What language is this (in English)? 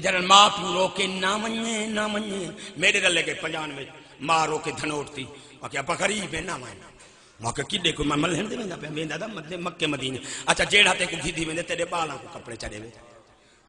Saraiki